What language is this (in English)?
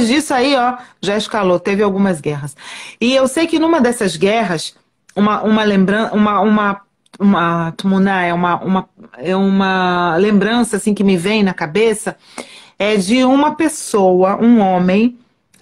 Portuguese